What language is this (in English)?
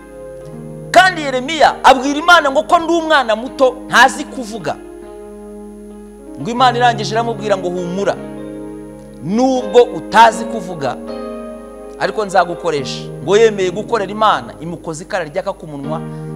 Kinyarwanda